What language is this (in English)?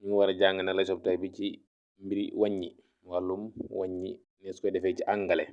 Wolof